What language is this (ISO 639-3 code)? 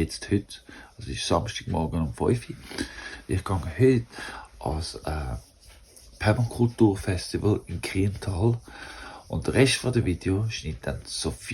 gsw